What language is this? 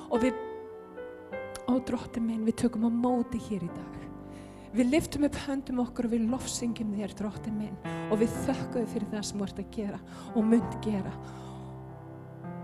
Icelandic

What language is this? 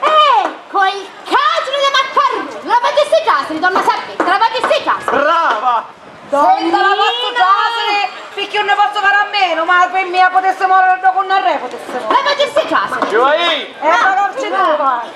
Sicilian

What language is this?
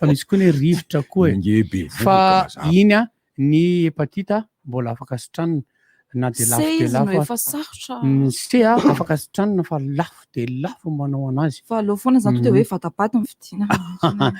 Malagasy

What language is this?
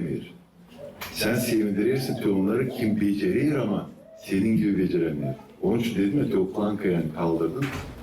Gagauz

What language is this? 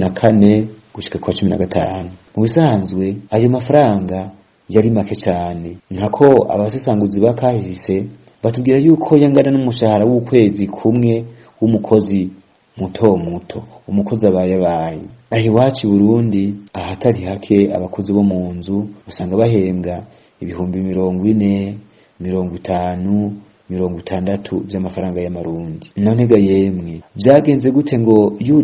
Rundi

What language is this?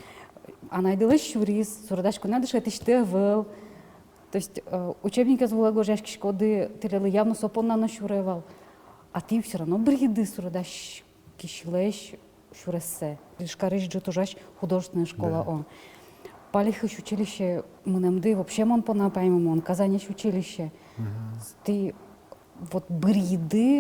Udmurt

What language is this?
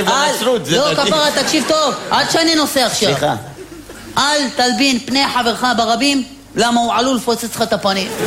Hebrew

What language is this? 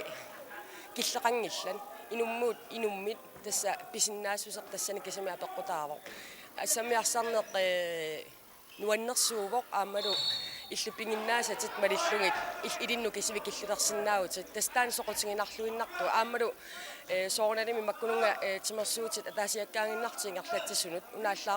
Kalaallisut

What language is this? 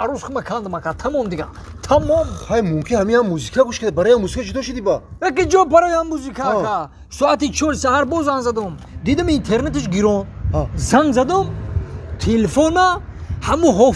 Tajik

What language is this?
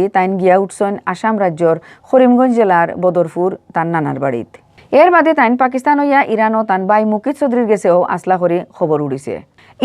Sylheti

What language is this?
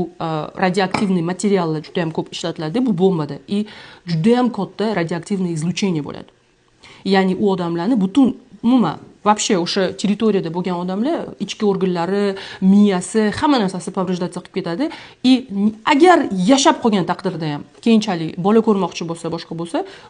Uzbek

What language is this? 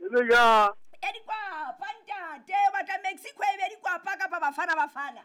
Southern Sotho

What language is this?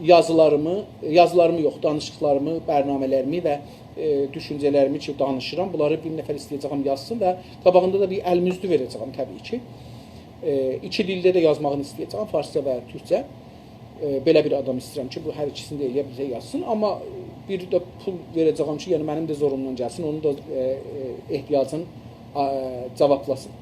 South Azerbaijani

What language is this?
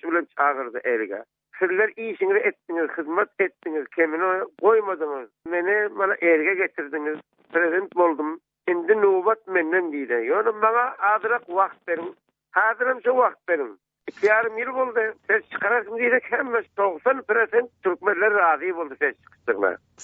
Turkmen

